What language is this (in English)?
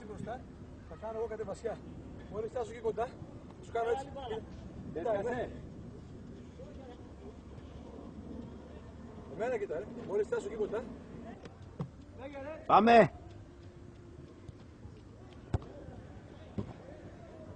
Greek